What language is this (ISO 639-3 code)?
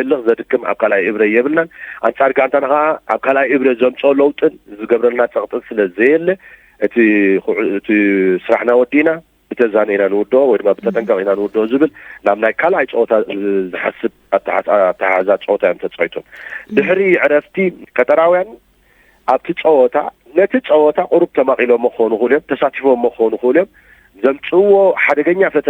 tir